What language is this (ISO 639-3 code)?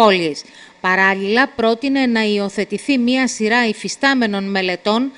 ell